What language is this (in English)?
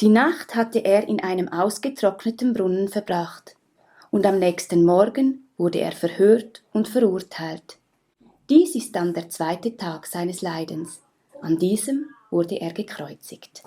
Swiss German